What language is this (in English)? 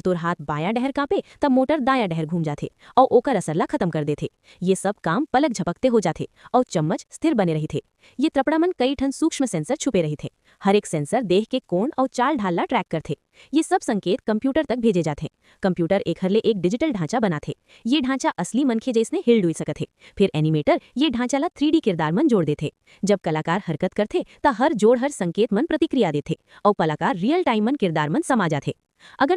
Chhattisgarhi